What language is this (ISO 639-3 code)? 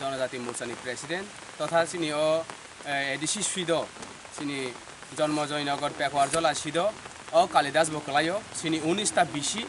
trp